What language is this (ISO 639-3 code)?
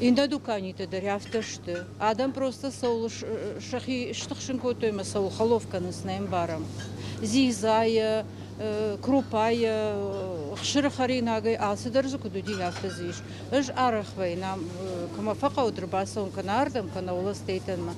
oss